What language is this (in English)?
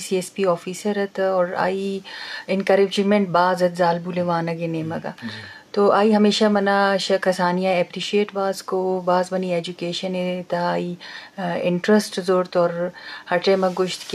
Eastern Balochi